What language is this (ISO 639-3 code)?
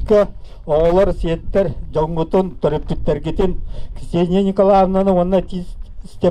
sah